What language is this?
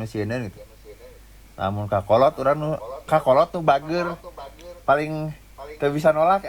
Sundanese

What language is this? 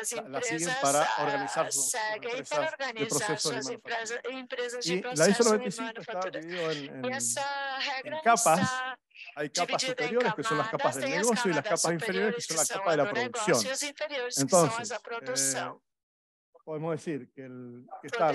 Spanish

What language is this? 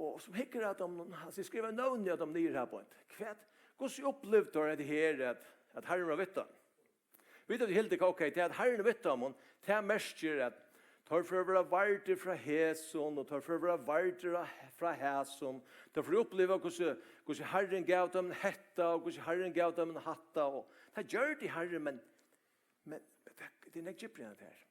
Faroese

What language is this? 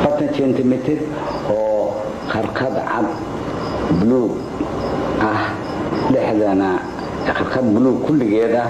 Somali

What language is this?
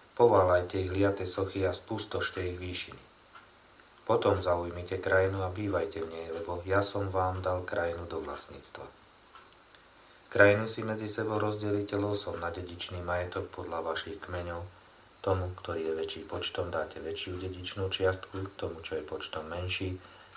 Slovak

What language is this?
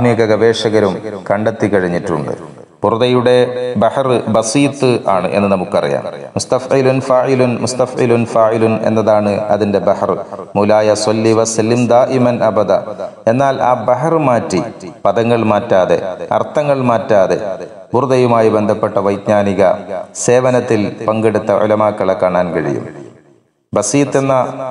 Malayalam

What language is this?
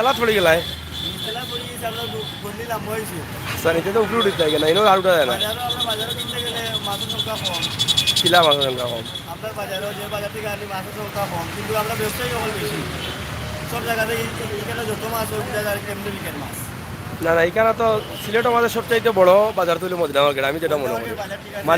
Sylheti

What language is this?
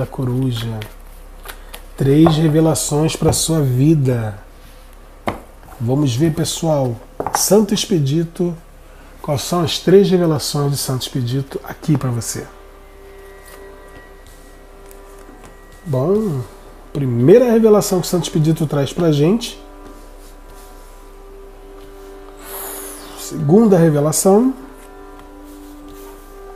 Portuguese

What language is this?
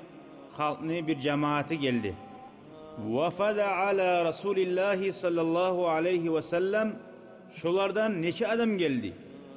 Kumyk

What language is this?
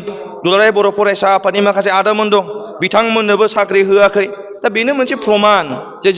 Bodo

